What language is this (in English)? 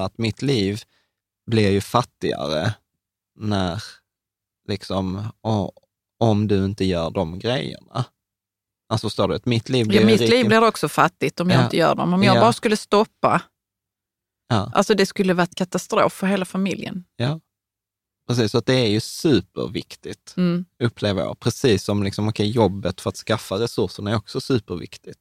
Swedish